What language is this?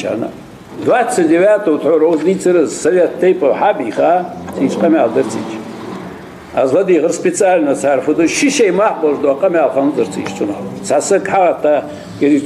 Ingush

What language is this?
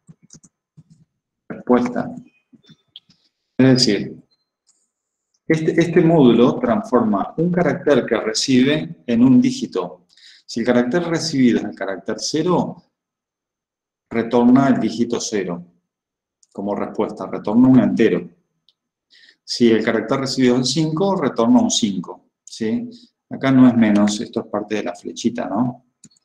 Spanish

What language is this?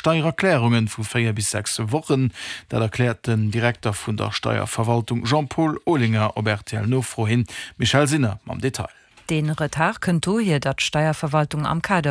Luxembourgish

